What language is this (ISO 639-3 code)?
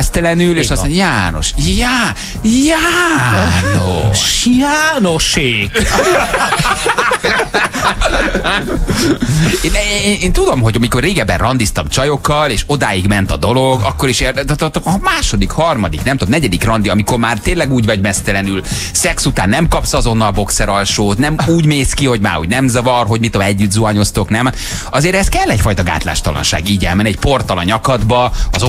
hun